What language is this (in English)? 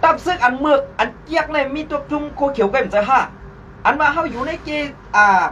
Shan